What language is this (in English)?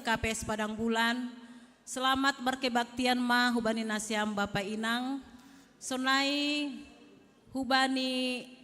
Batak Simalungun